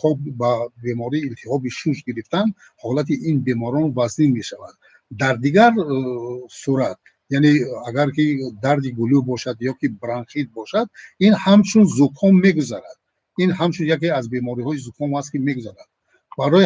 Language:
Tajik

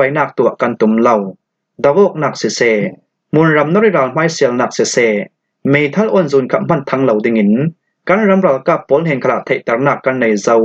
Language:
Falam Chin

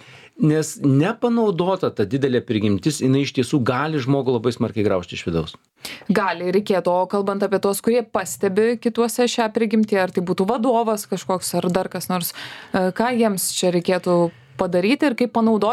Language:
Lithuanian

